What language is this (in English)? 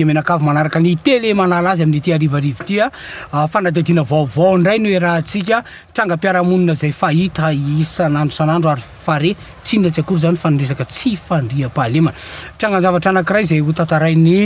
Malagasy